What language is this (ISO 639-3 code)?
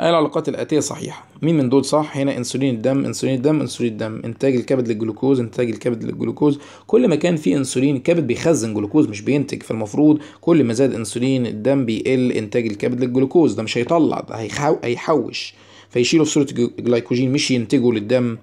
arz